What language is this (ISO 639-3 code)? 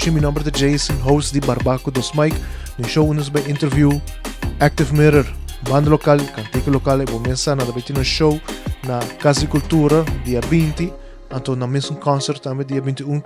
pap